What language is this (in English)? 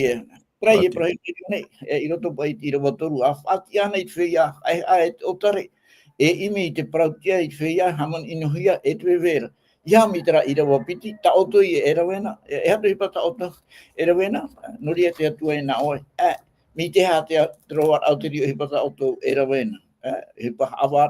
Tahitian